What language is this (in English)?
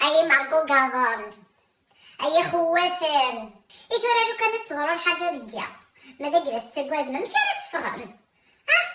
Kabyle